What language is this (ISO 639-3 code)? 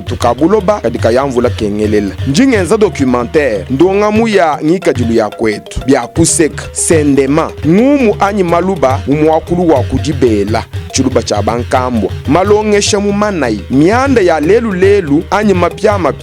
lua